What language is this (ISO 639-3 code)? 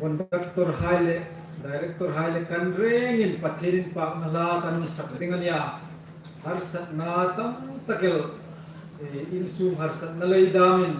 hmr